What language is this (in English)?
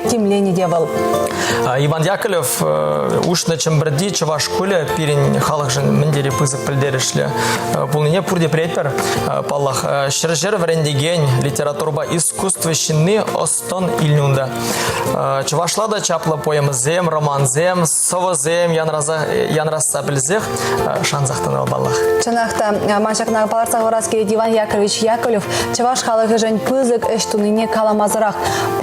Chuvash